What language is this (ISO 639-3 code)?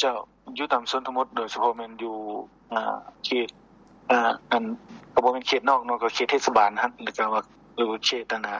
lao